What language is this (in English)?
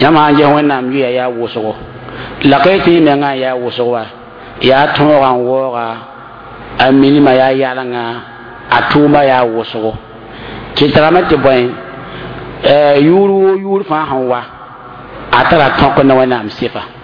Mossi